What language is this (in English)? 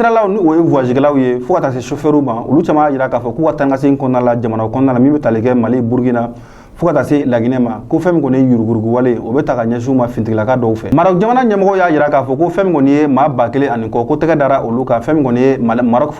Bambara